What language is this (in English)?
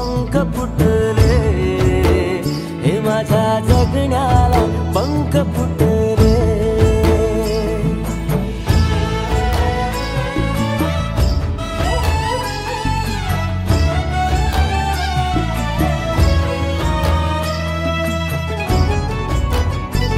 Marathi